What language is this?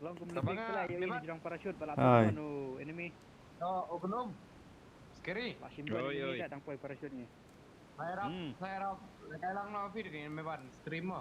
Khasi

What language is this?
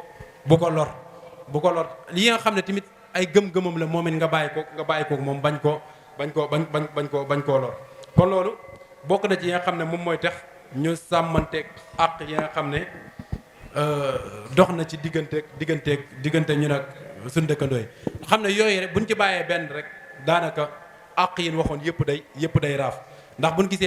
Wolof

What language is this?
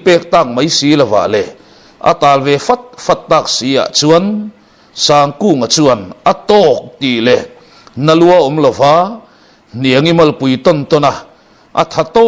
Mizo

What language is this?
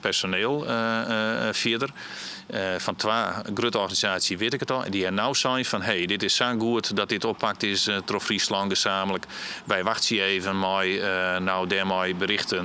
Western Frisian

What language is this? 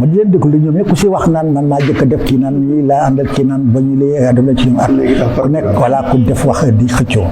Wolof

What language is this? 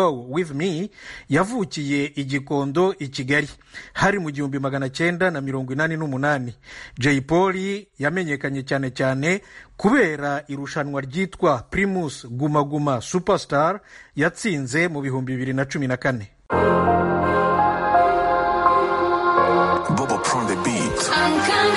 Kinyarwanda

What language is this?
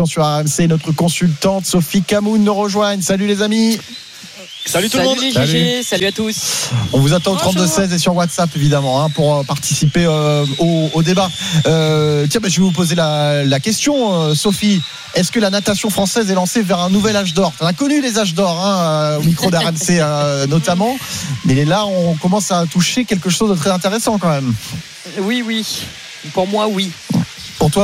French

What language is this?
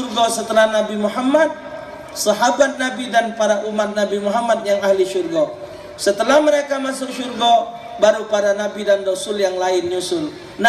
Musi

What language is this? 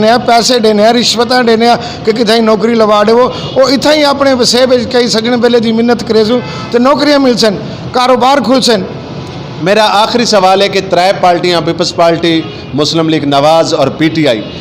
Saraiki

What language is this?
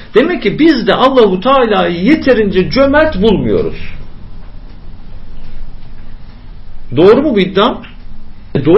Turkish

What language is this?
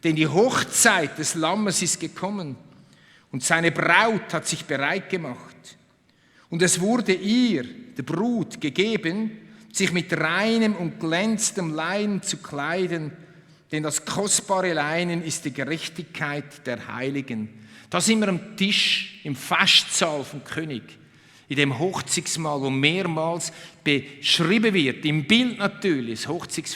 Swiss German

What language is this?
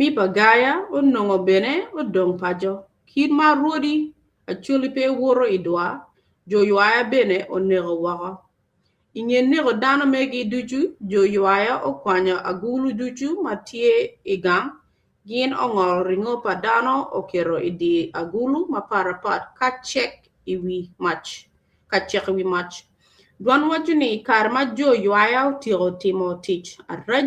Acoli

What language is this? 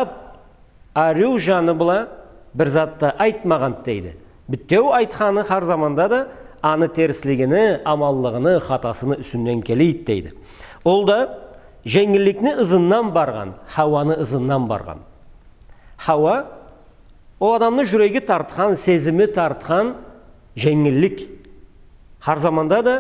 Karachay-Balkar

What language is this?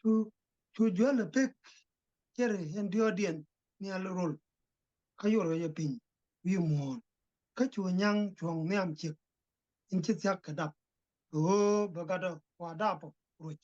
Nuer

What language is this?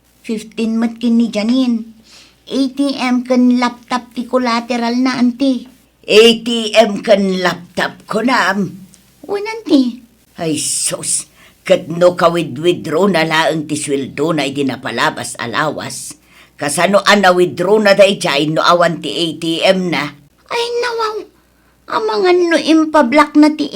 Iloko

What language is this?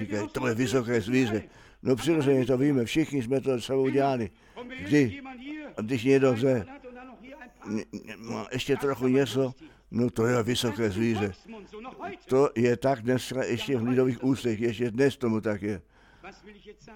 Czech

